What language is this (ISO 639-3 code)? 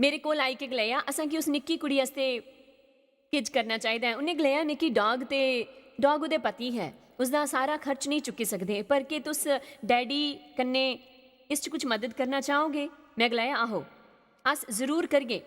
doi